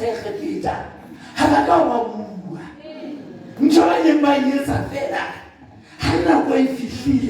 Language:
Southern Sotho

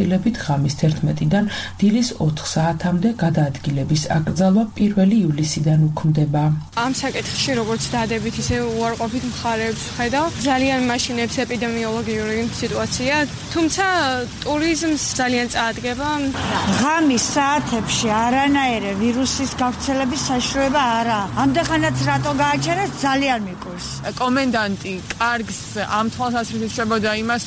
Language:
Georgian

